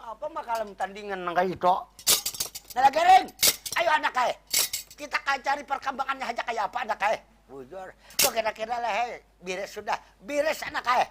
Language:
Banjar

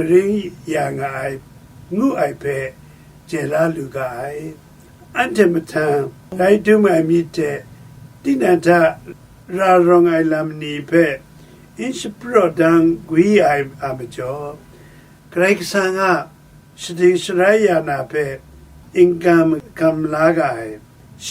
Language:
Kachin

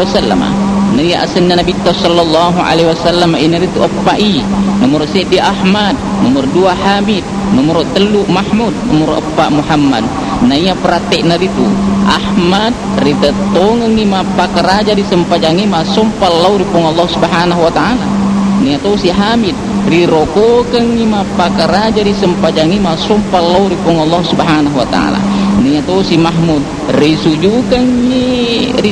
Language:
Buginese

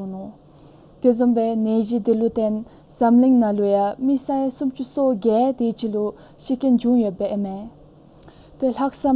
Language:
Dzongkha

